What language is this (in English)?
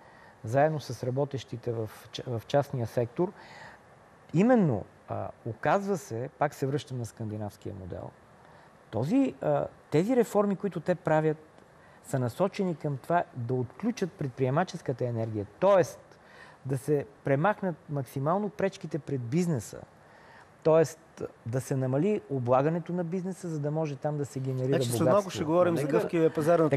Bulgarian